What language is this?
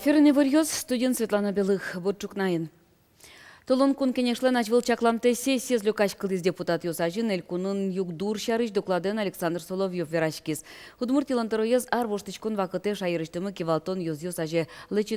Udmurt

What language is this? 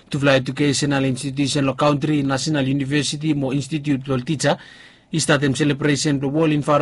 Bislama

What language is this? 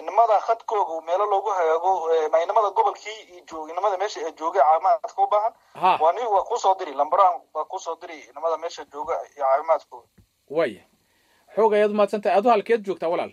Somali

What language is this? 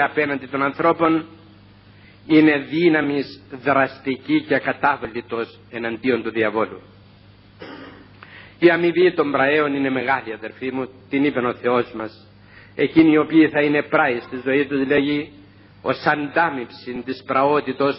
Greek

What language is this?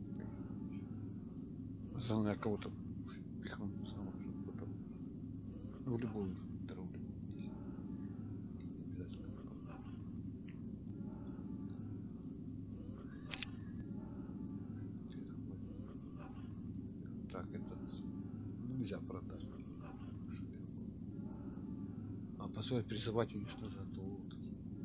Russian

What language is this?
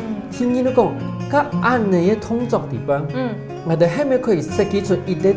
Hakka Chinese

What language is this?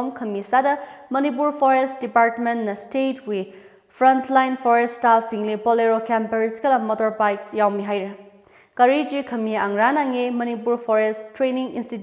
Tangkhul Naga (India)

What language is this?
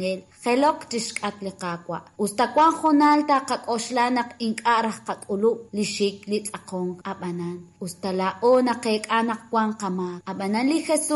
Kekchí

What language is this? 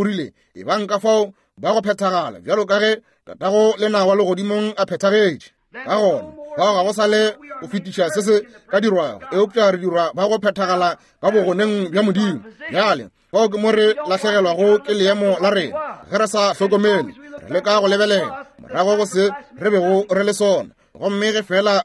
Northern Sotho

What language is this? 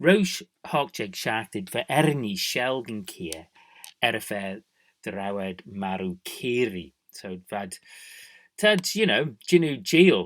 Manx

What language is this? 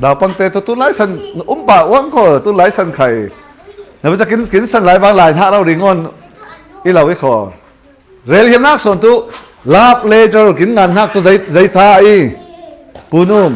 Falam Chin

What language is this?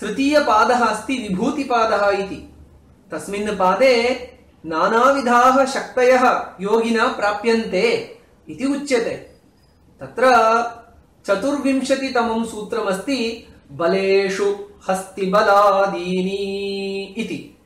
Sanskrit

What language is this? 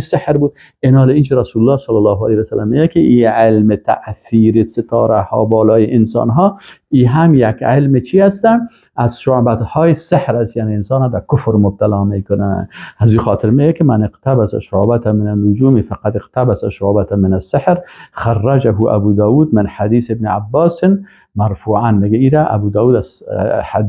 Persian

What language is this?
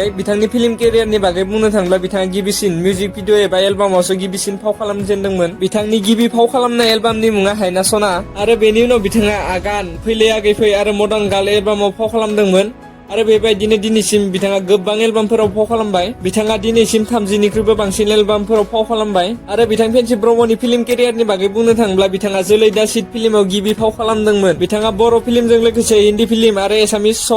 Bodo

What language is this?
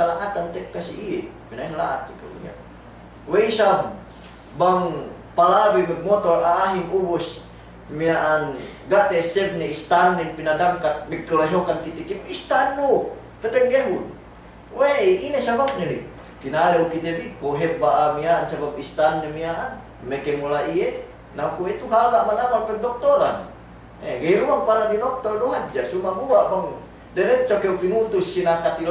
Yakan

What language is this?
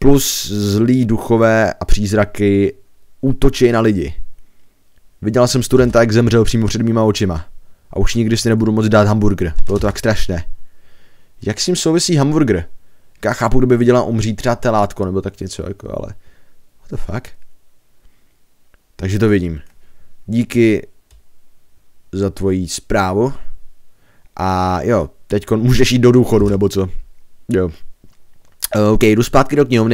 Czech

